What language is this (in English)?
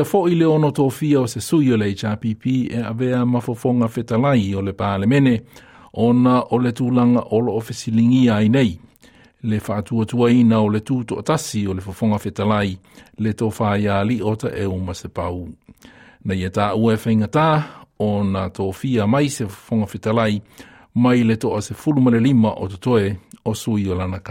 Samoan